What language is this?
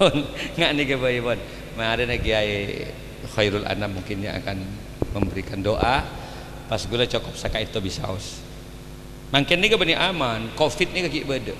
Madurese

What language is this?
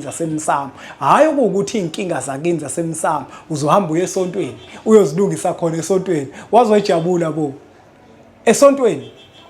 Zulu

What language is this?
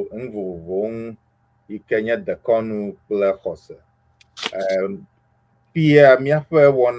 Ewe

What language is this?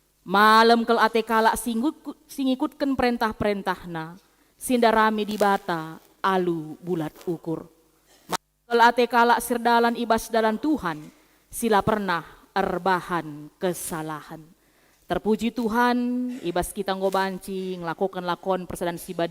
Batak Karo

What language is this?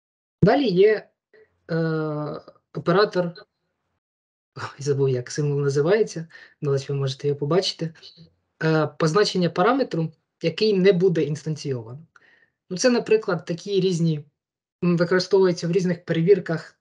Ukrainian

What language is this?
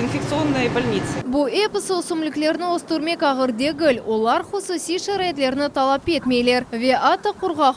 Crimean Tatar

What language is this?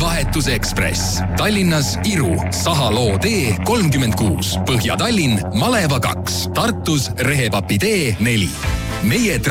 Estonian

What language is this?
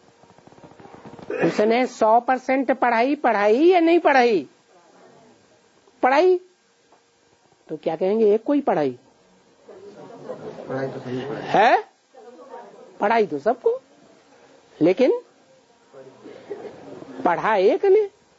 Hindi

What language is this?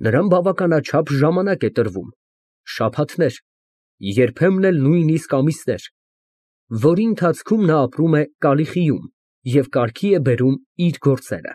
Armenian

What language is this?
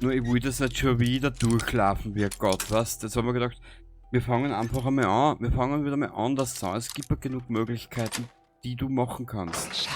Bavarian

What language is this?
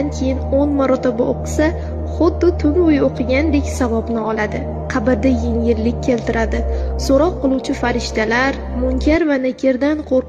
Uzbek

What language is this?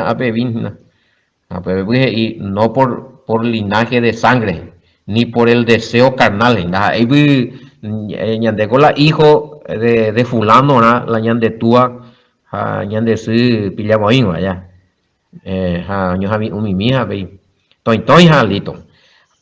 Guarani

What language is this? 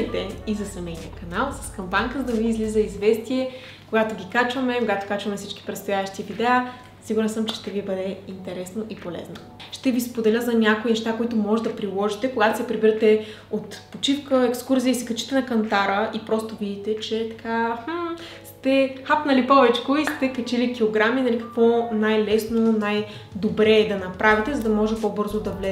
Bulgarian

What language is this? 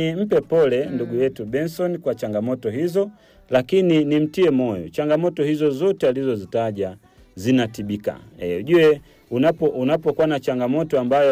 Swahili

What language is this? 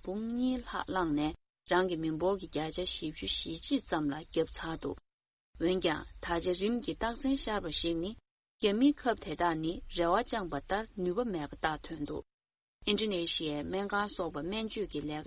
Tibetan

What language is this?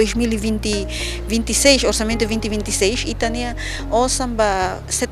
Tetum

